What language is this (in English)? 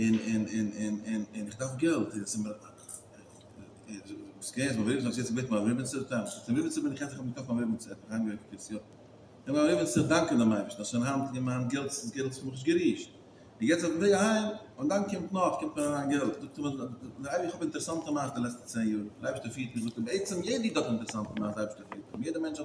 Yiddish